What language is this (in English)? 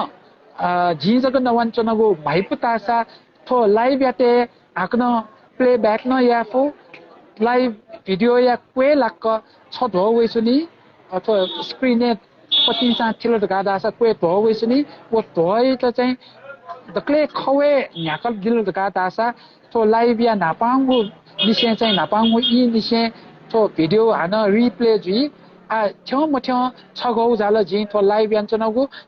Newari